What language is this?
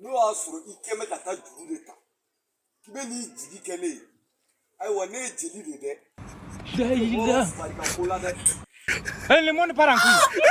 Bambara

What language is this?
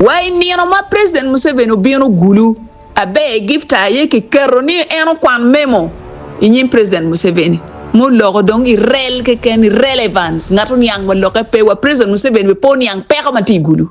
Acoli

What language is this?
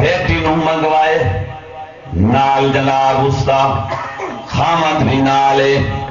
Saraiki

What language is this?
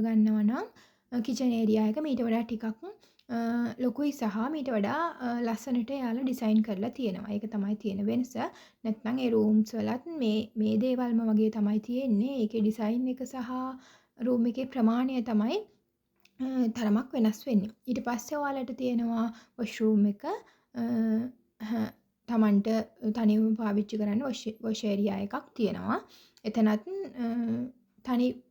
Sinhala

